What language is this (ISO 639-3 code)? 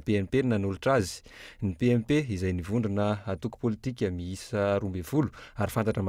mlg